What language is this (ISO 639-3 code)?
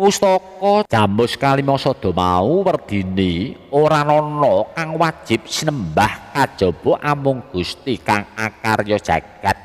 jav